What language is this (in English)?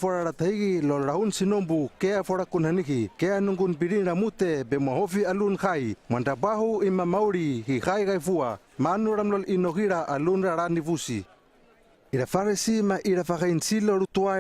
Hano